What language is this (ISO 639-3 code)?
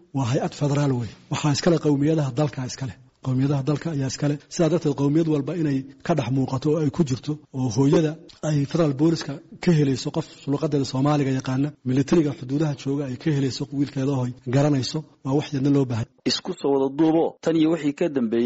som